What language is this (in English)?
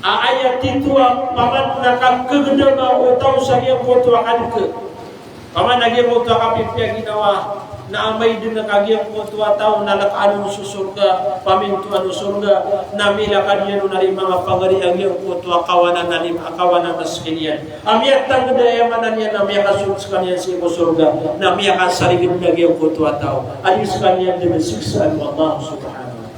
Maranao